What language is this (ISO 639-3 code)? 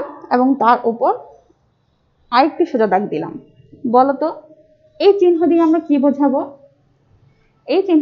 ben